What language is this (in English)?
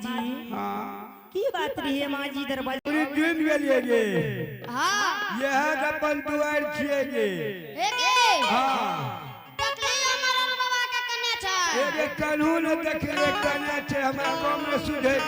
Angika